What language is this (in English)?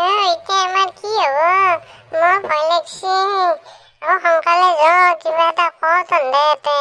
Assamese